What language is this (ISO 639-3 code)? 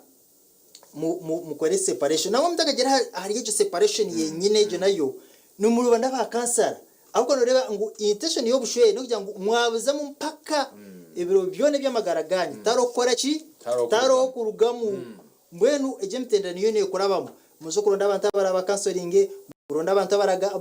nyn